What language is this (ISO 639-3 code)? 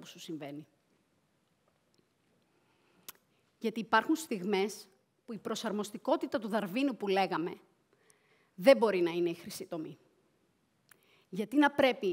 ell